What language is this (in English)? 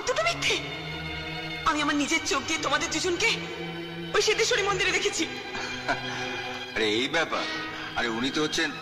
Bangla